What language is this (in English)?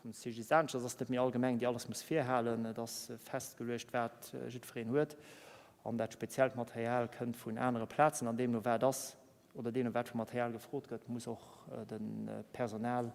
Luxembourgish